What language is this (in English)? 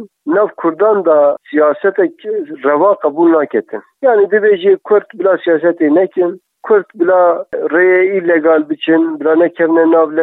Kurdish